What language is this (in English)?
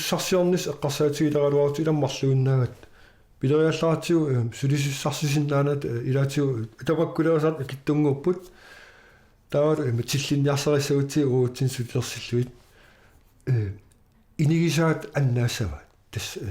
Kalaallisut